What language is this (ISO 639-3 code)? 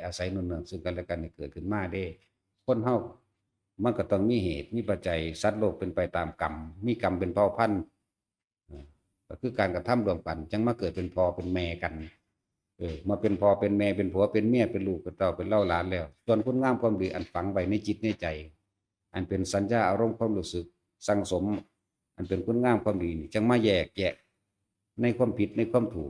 tts